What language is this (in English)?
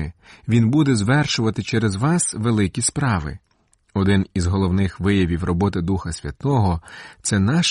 Ukrainian